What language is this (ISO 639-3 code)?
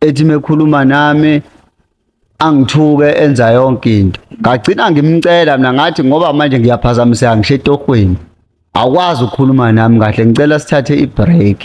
zul